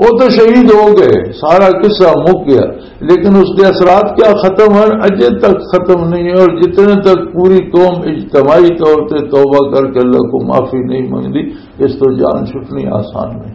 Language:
Western Panjabi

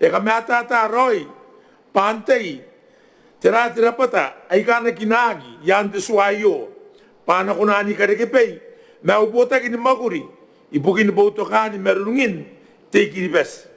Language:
Gilbertese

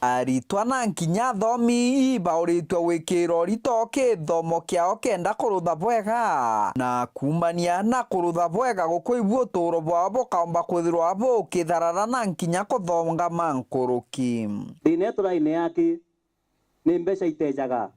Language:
Meru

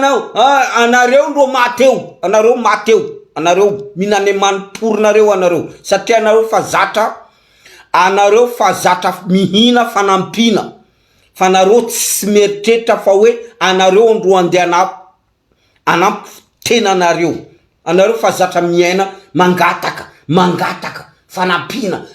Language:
Malagasy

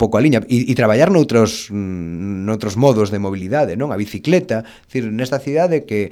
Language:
Galician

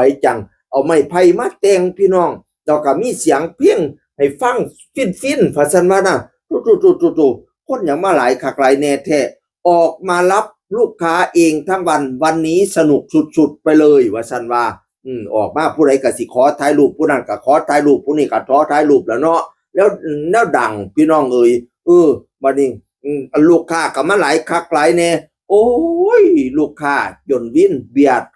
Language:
Northeastern Thai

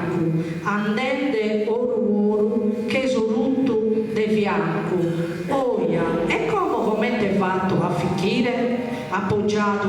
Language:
Sardinian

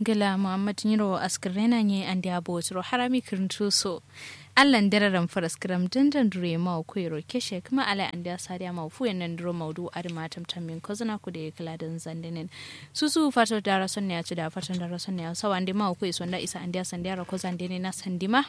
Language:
Kanuri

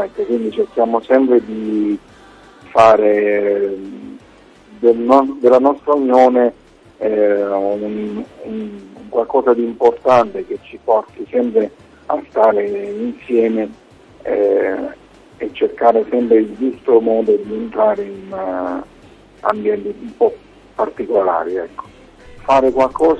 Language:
Italian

